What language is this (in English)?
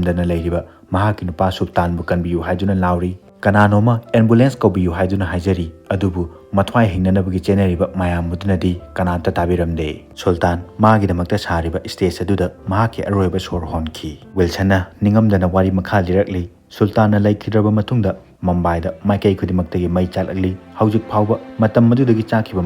Manipuri